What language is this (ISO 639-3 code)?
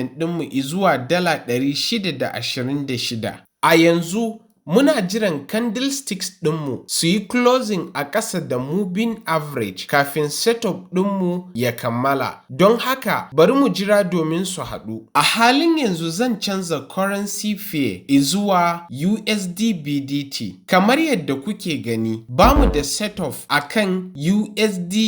hau